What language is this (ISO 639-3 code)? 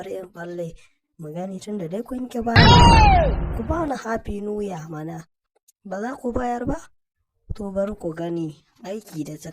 hau